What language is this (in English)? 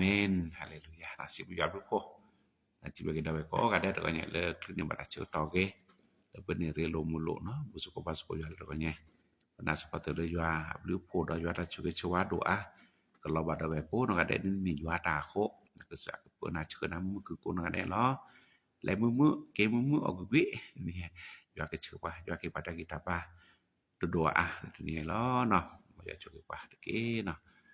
S'gaw Karen